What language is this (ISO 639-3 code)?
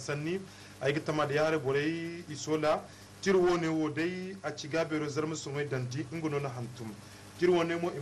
dje